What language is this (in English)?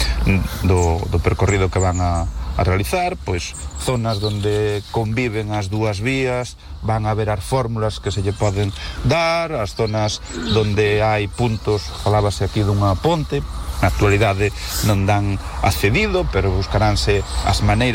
Galician